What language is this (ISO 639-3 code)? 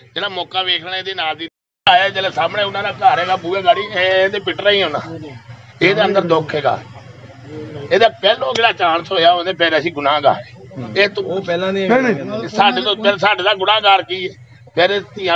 pan